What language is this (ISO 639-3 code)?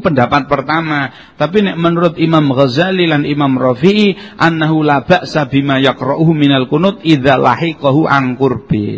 jav